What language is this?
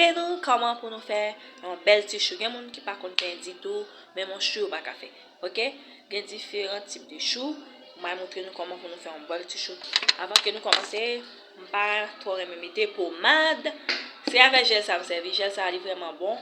Haitian Creole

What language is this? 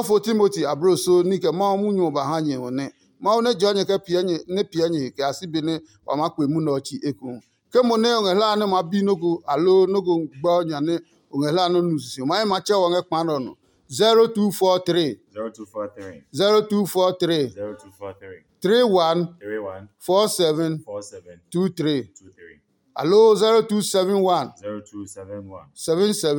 Adangme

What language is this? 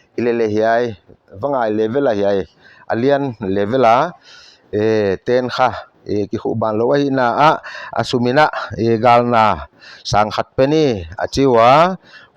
Paite Chin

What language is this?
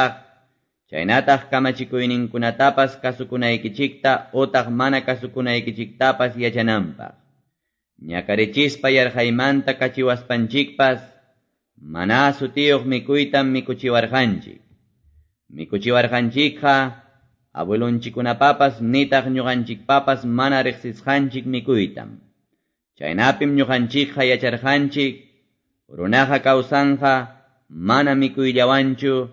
Quechua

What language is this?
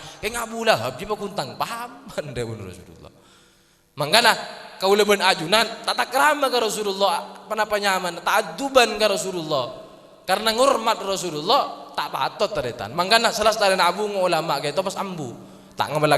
Madurese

